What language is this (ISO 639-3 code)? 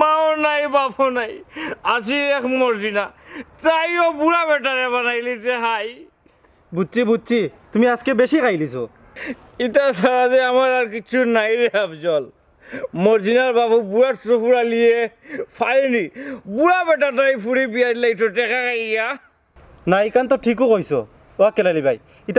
syl